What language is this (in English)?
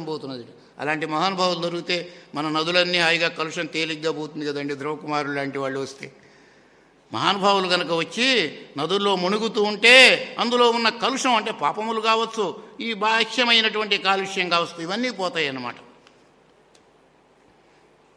Telugu